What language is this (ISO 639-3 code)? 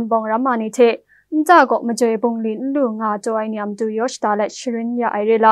kac